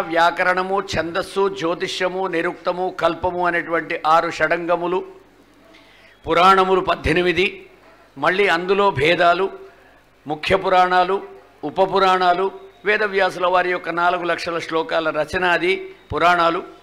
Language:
Telugu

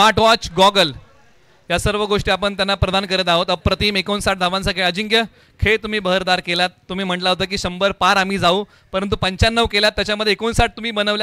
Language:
Marathi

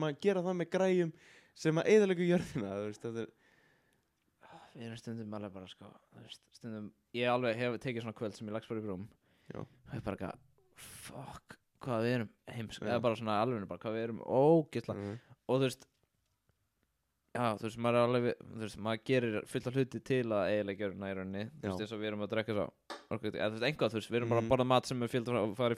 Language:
Icelandic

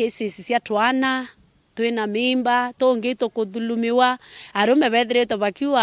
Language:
Meru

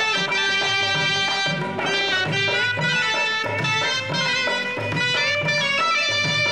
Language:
Marathi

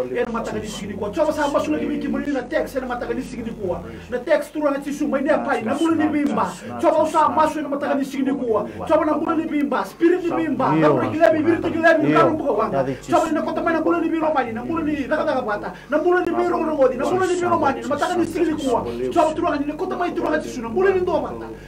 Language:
Fijian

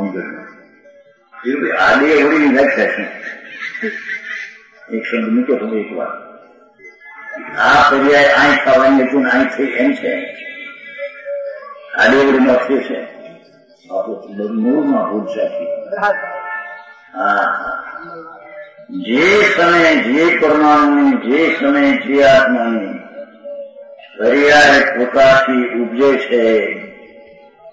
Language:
Gujarati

